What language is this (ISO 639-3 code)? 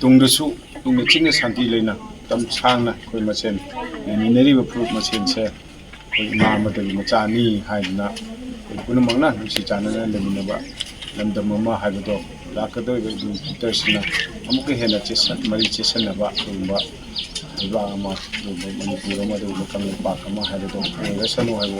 mni